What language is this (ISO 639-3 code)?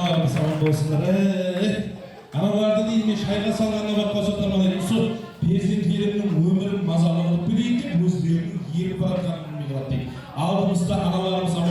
kaa